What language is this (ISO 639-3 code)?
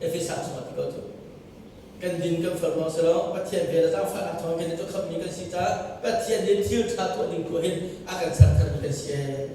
cnh